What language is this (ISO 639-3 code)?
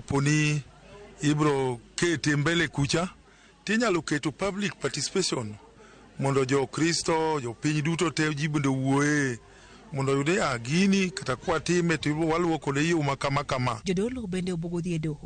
luo